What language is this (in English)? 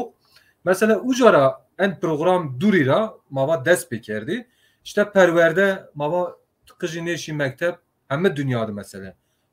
Zaza